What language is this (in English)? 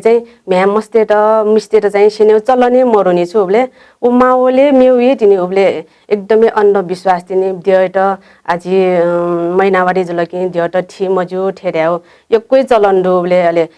Newari